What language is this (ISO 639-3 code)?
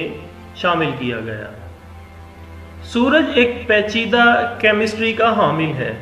urd